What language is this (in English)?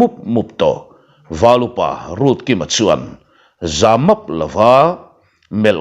Mizo